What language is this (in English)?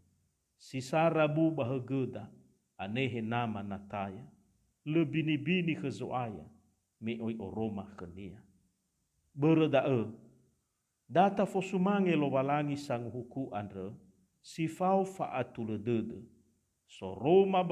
Nias